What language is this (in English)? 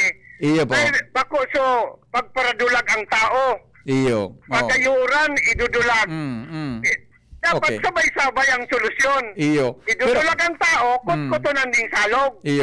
Bikol